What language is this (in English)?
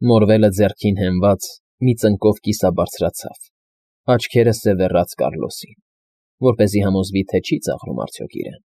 Armenian